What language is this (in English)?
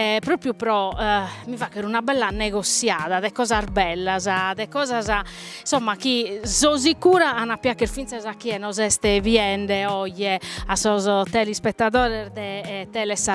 Sardinian